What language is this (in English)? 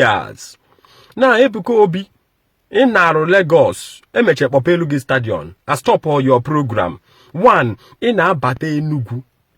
Igbo